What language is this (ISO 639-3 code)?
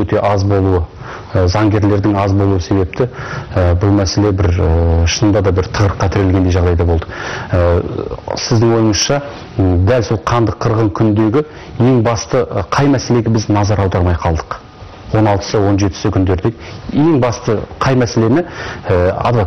kaz